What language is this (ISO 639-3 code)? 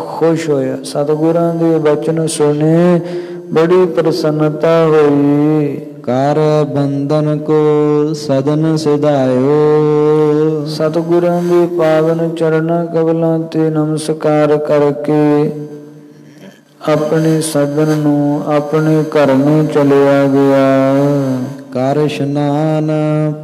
pan